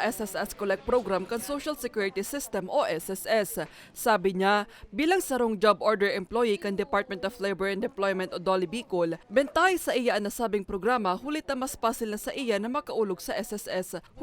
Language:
Bikol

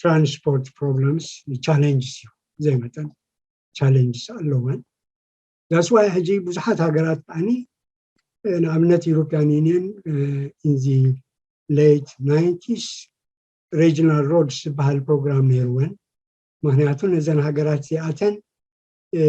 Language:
Tigrinya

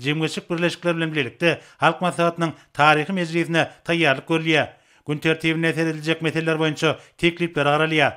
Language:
Turkmen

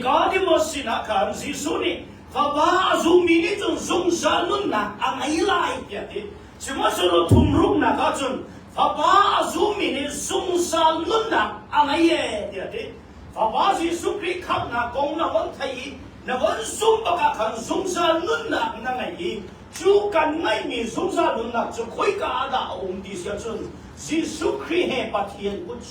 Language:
Hakha Chin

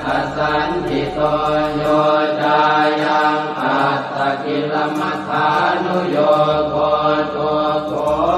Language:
Pali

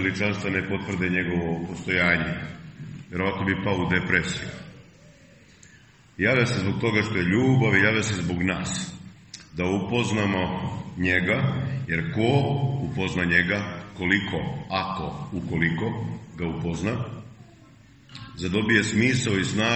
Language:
Serbian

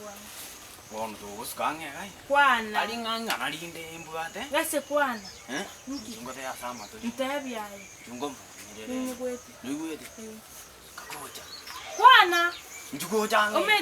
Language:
Gusii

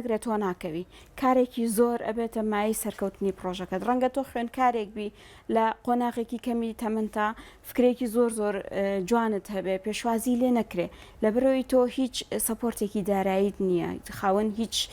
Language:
Central Kurdish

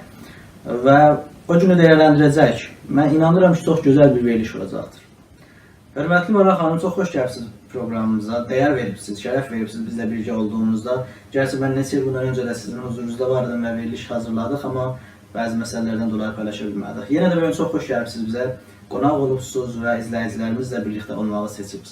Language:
South Azerbaijani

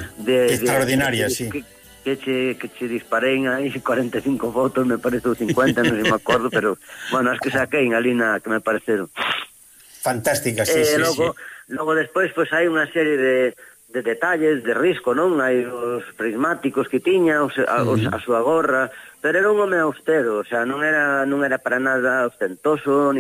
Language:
Galician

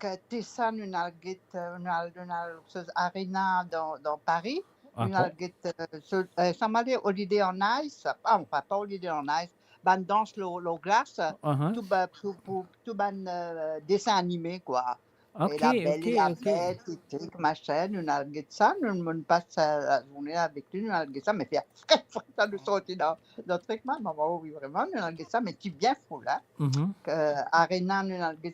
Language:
Morisyen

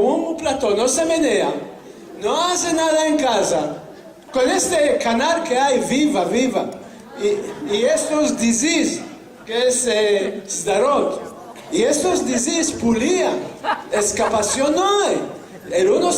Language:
Ladino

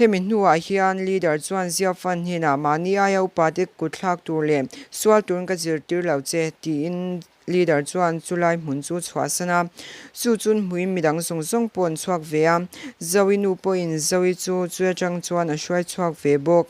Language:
Mizo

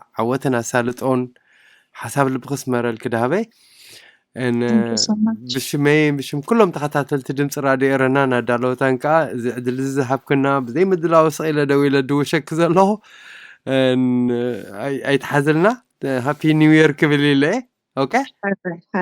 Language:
Tigrinya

